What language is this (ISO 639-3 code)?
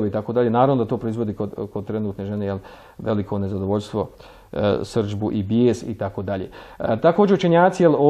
bos